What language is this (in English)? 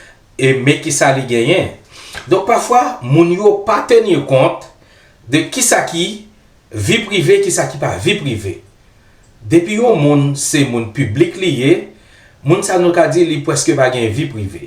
Haitian Creole